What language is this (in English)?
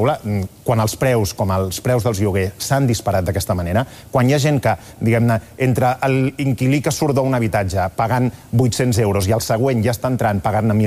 Catalan